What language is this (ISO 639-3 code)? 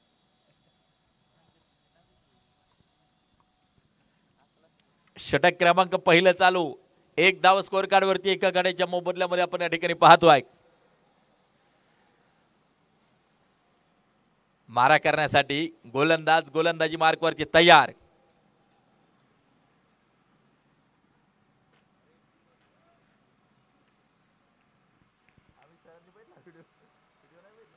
mar